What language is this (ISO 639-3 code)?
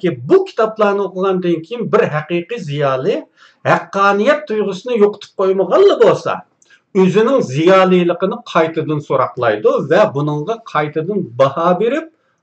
uig